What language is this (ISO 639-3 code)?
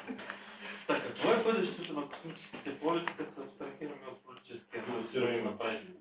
bul